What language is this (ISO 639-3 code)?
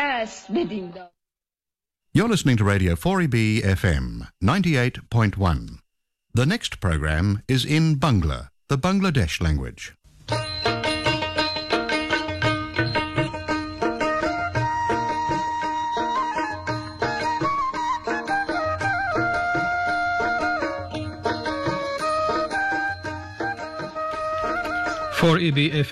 ben